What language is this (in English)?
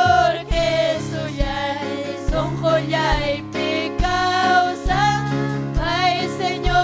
Ayacucho Quechua